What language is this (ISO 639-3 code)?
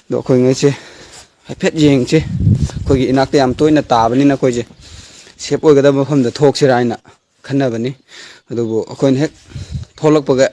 mni